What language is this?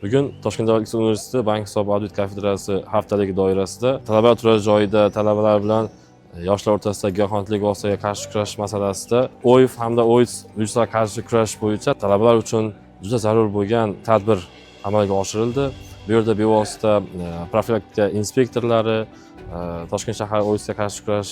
Uzbek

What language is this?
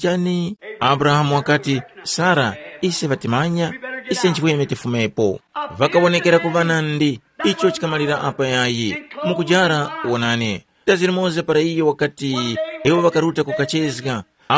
Tumbuka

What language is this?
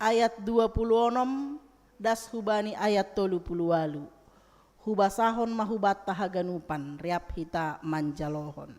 Batak Simalungun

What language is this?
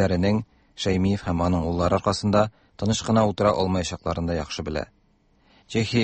Tatar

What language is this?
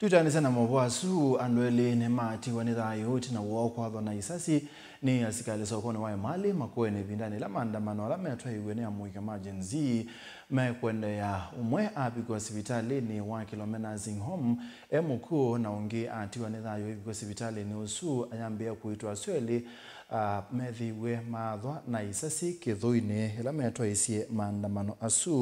Kamba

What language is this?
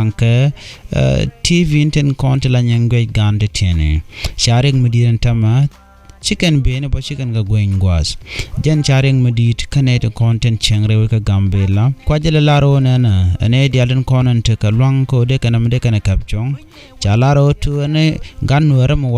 Nuer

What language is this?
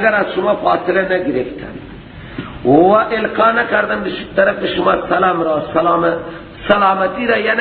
Persian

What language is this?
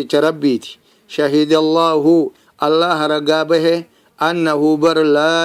Oromo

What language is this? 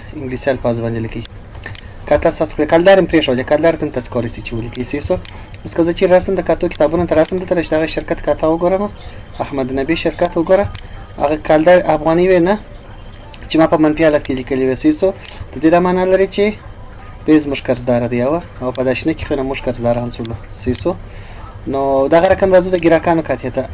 Pashto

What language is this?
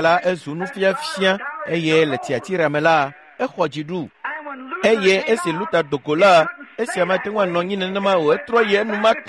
Ewe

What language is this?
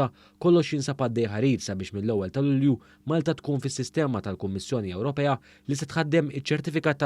Maltese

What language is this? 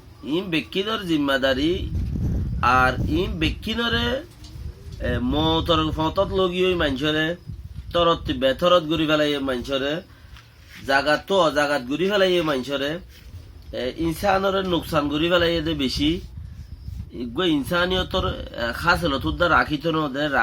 Rohingya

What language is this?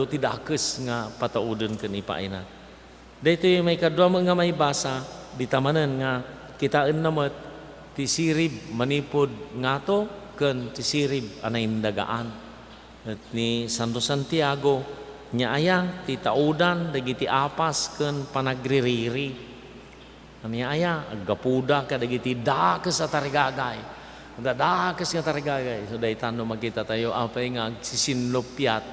Iloko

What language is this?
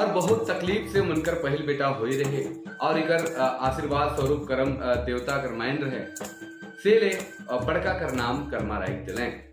Sadri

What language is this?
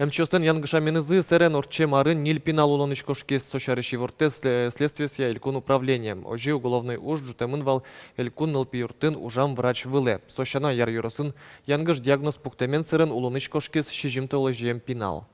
Udmurt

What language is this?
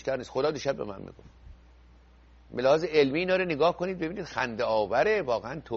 Persian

